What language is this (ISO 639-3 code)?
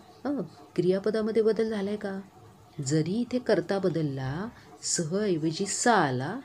mar